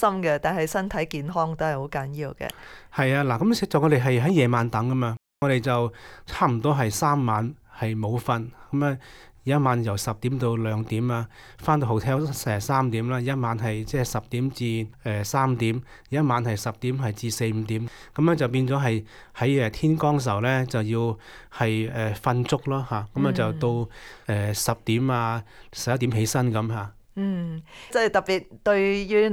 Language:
Cantonese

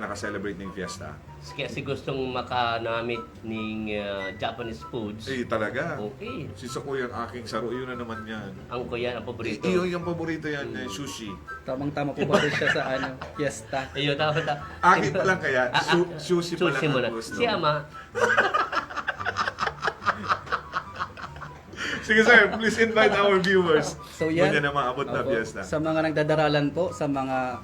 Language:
Bikol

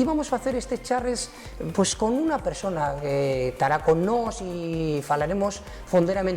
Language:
Asturian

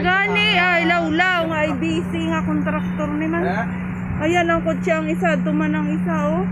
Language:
Hiligaynon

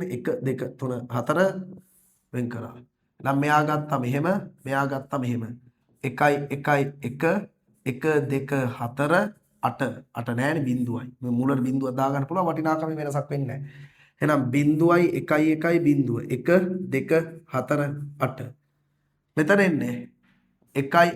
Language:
Sinhala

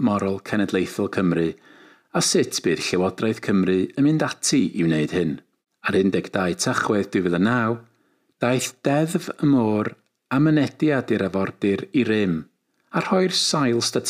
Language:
Welsh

